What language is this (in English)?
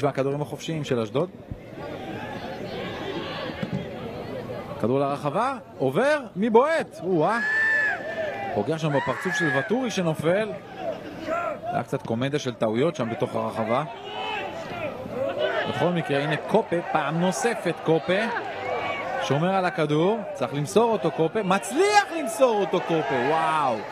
Hebrew